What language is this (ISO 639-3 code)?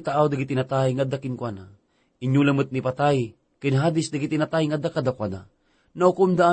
ilo